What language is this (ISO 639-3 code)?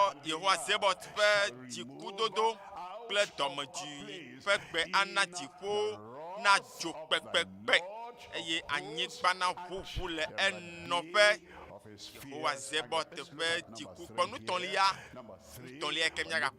ewe